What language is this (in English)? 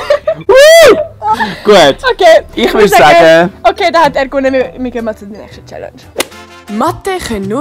Swiss German